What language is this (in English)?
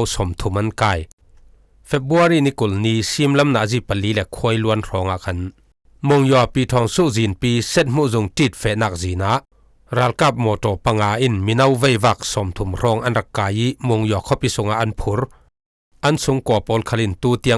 Falam Chin